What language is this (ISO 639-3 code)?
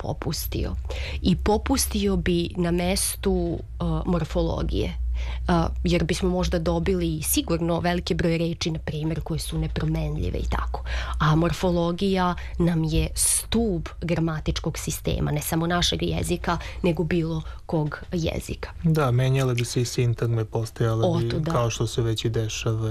srp